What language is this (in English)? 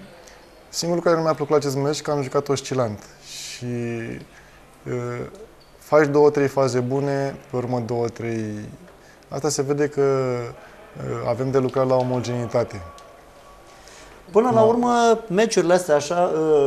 Romanian